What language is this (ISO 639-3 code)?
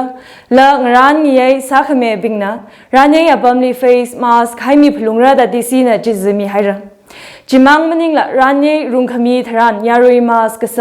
nmf